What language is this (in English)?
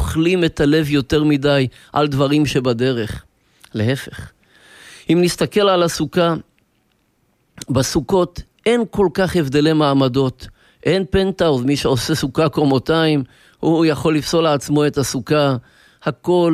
Hebrew